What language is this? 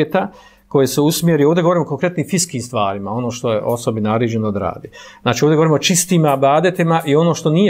Bosnian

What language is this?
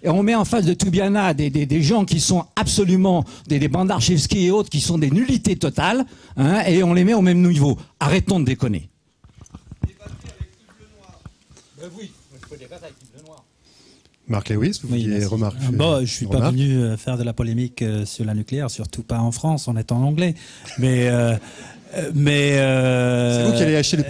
French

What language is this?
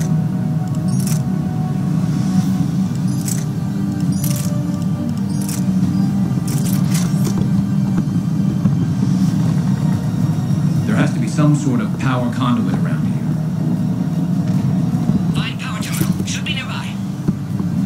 English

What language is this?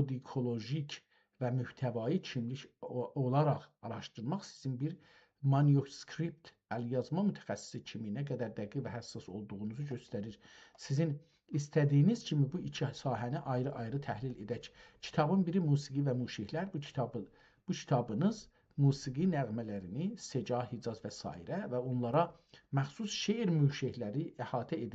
South Azerbaijani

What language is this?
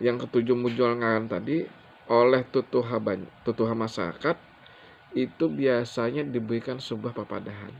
Banjar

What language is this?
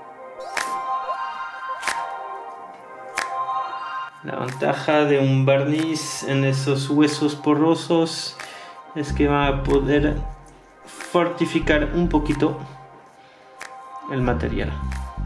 Spanish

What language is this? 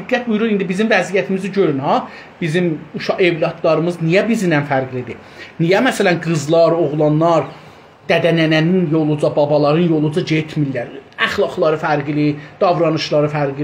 South Azerbaijani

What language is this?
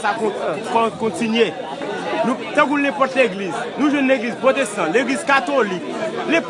Haitian Creole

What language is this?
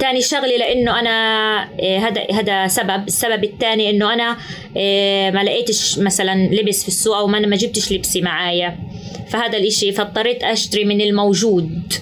North Levantine Arabic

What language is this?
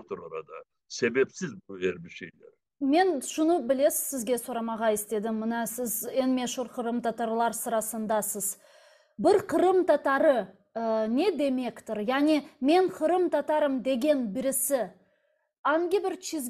Crimean Tatar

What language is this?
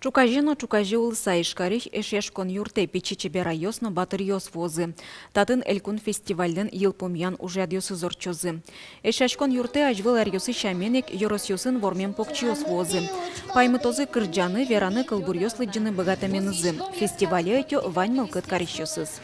Udmurt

